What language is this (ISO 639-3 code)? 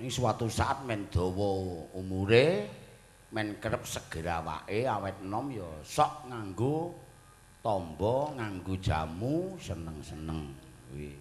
jav